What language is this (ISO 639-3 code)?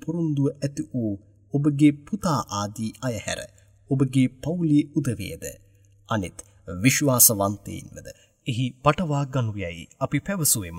sin